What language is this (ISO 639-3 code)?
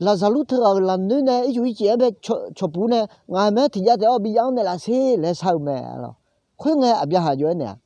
ahk